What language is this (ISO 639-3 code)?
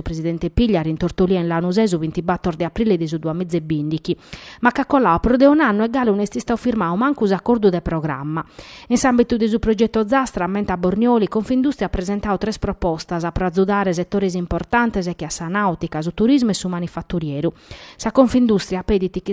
srd